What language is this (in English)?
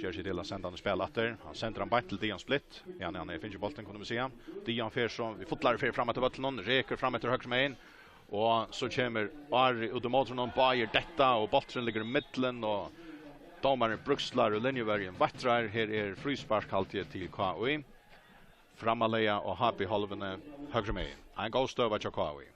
Faroese